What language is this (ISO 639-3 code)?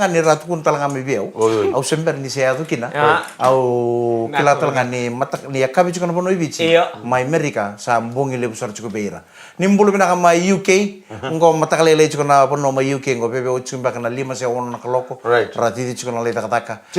fij